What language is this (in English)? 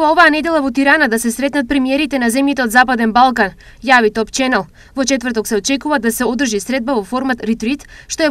Macedonian